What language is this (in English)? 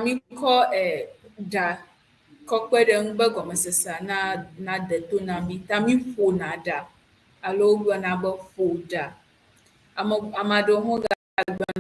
Ewe